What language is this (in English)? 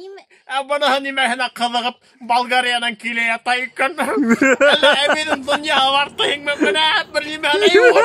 Bashkir